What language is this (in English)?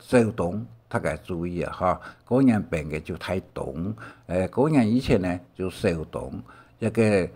Hakka Chinese